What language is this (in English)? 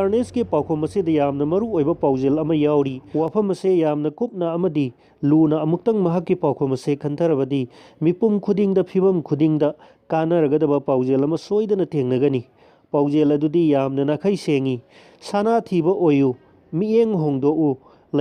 Manipuri